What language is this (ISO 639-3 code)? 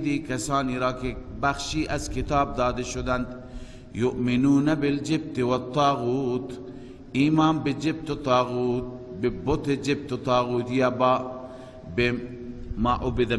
fas